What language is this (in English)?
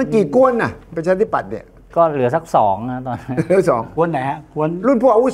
Thai